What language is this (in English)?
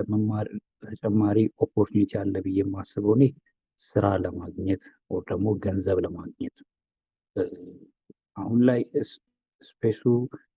Amharic